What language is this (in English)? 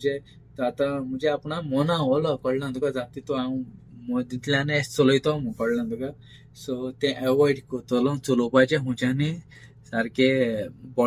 Konkani